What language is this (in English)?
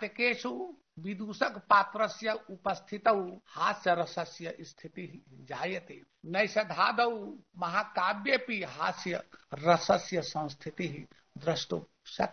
Sanskrit